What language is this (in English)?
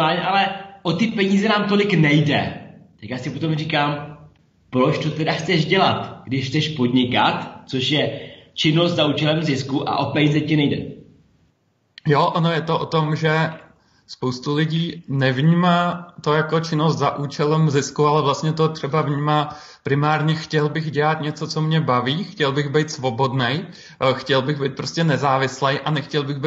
Czech